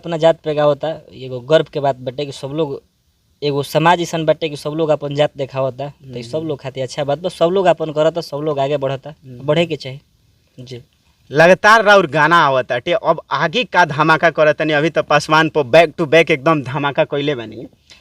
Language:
Bhojpuri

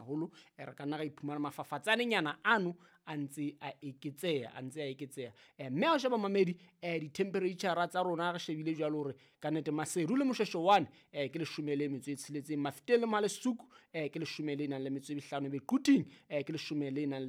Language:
Southern Sotho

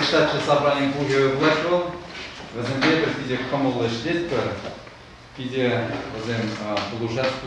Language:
Chuvash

